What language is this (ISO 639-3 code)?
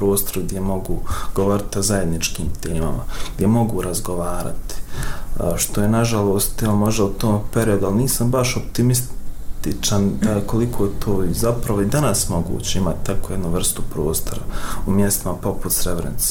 bos